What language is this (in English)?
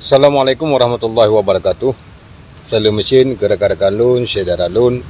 Achinese